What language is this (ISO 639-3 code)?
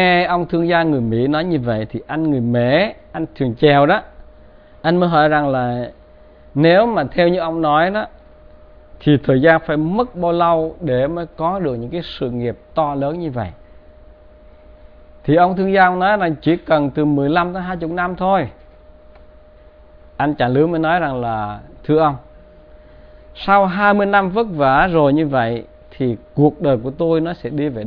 vie